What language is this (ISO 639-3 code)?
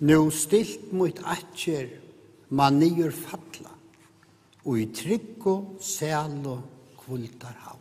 fao